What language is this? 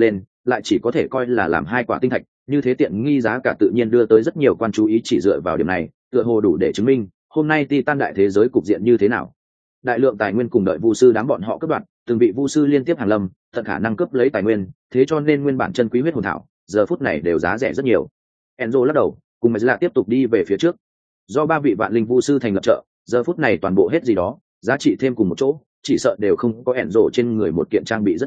Vietnamese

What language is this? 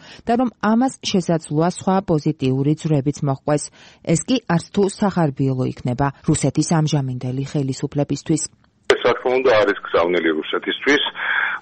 Georgian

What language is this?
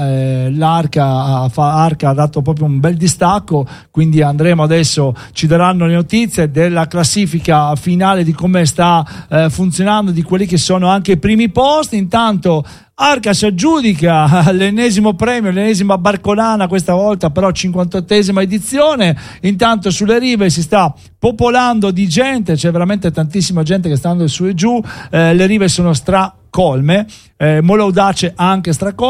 Italian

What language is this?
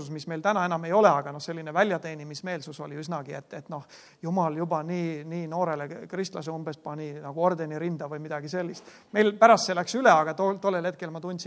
Estonian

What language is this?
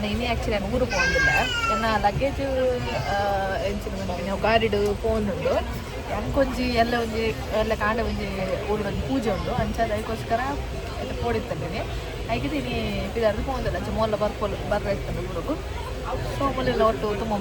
Tulu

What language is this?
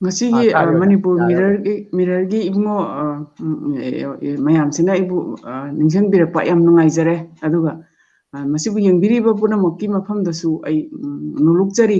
Manipuri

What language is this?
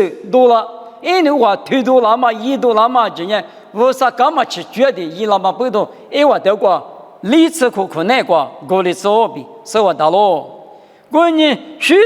Lisu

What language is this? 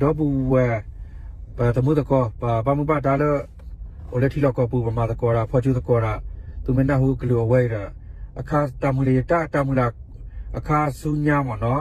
S'gaw Karen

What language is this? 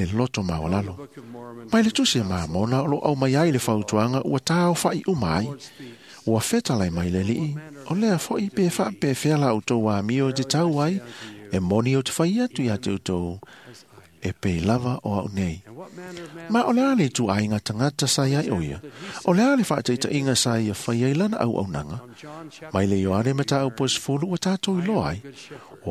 Samoan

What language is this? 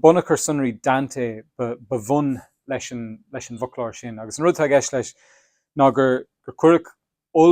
Irish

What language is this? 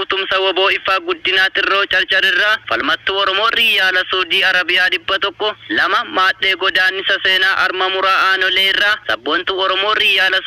Oromo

